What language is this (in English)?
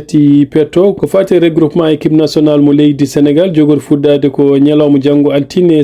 Fula